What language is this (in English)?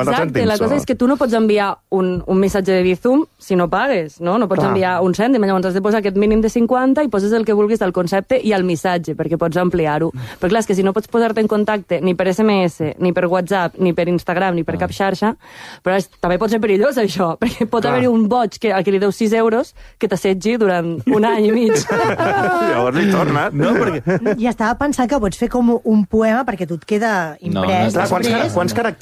Catalan